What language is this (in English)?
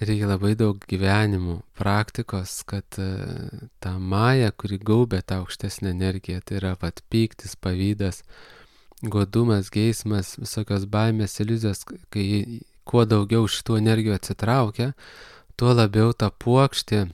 Lithuanian